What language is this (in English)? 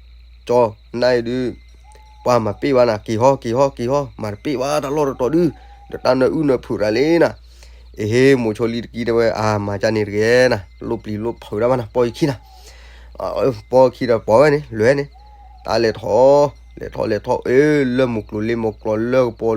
S'gaw Karen